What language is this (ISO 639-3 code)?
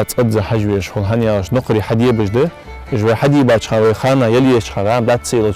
inh